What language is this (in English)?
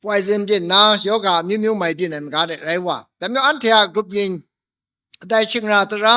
Kachin